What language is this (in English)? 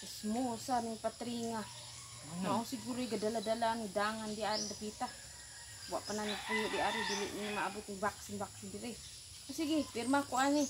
Cebuano